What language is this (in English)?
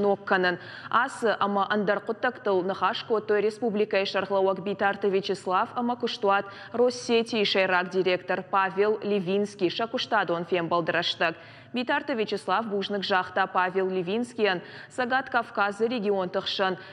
Ossetic